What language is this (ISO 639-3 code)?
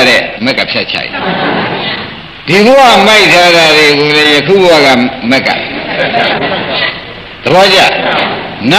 mya